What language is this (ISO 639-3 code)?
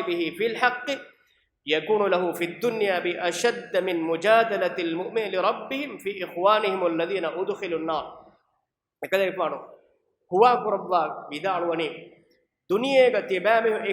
div